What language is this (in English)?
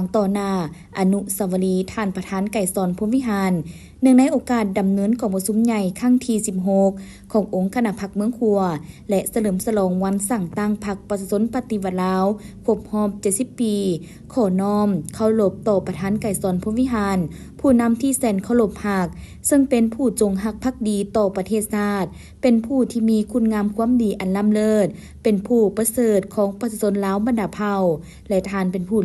Lao